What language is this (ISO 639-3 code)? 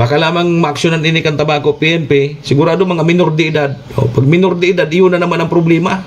bik